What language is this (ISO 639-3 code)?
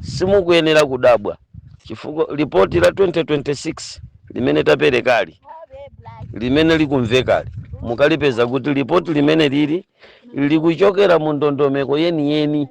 nya